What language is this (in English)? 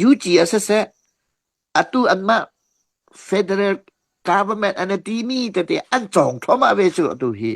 Hakha Chin